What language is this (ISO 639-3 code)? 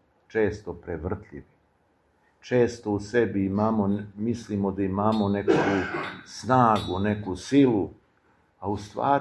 srp